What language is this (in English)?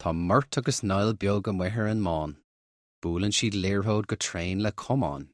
Irish